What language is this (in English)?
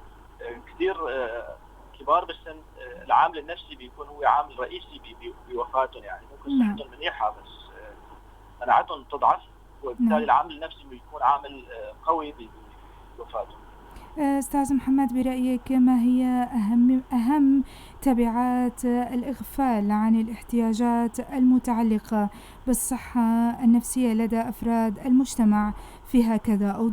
North Levantine Arabic